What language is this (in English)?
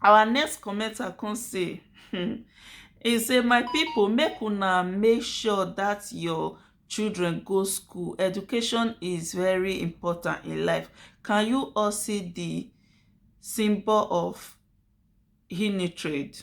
Nigerian Pidgin